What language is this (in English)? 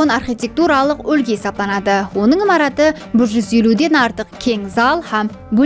Kara-Kalpak